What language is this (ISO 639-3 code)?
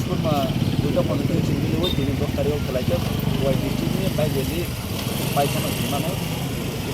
trp